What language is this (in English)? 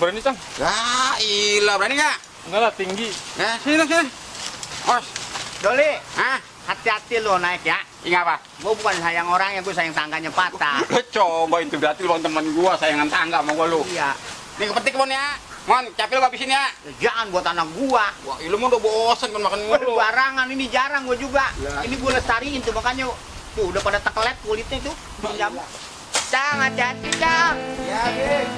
Betawi